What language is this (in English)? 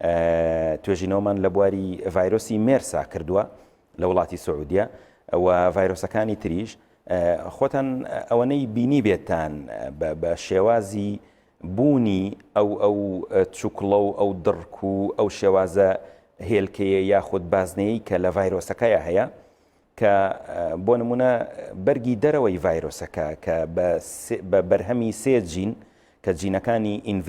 Central Kurdish